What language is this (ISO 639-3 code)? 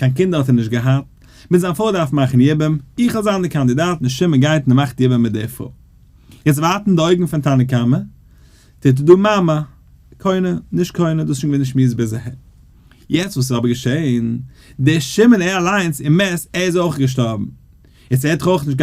yid